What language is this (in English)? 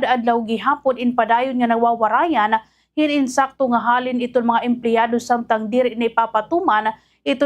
Waray